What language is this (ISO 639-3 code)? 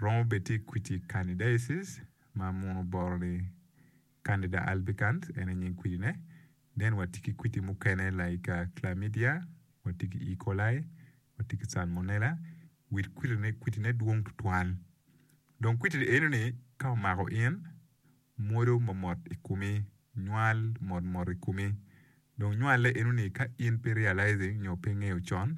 ach